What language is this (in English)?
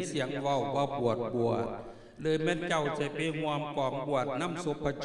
Lao